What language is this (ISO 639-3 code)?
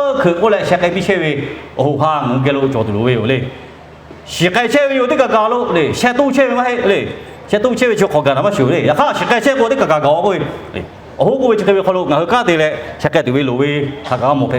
lhu